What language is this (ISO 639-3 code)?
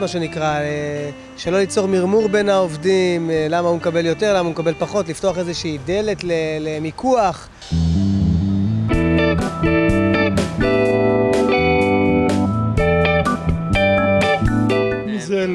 heb